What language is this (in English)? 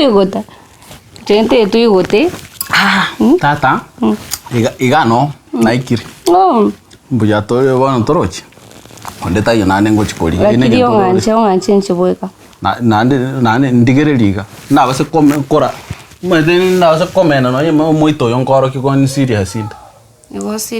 Gusii